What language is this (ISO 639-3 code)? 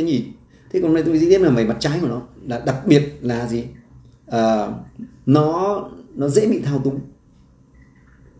vie